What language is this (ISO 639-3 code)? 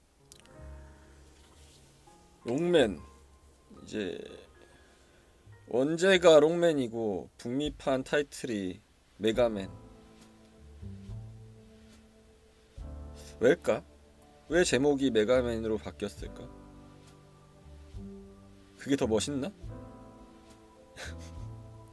kor